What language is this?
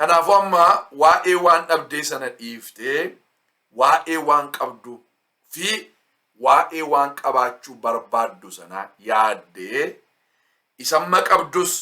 Oromo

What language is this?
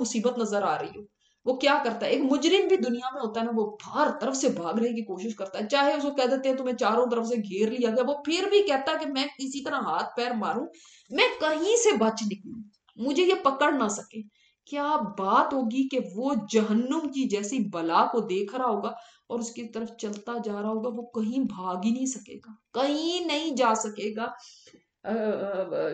Urdu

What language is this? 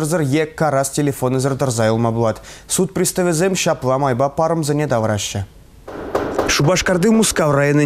Chuvash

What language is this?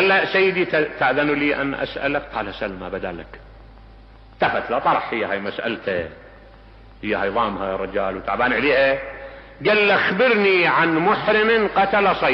Mesopotamian Arabic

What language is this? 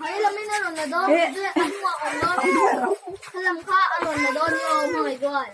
Mizo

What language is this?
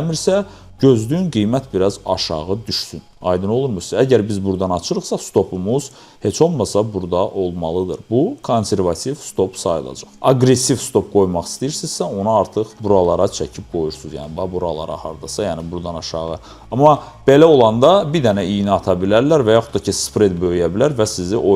Azerbaijani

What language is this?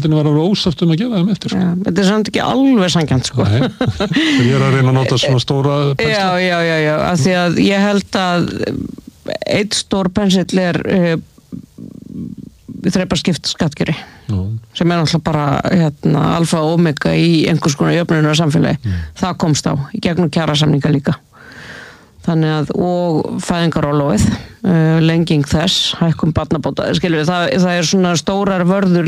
Icelandic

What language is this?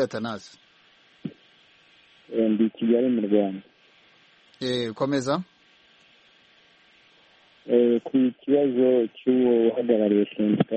Kinyarwanda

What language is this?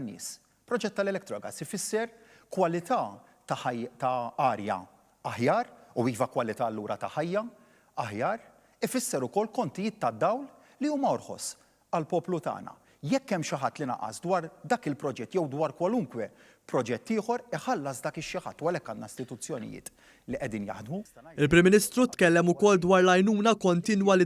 Maltese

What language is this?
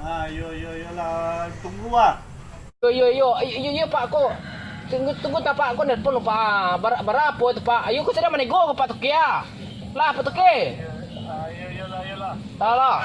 Minangkabau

